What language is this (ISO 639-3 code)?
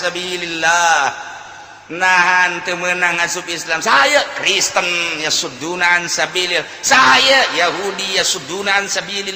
sun